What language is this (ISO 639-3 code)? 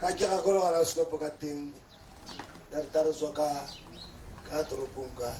tsn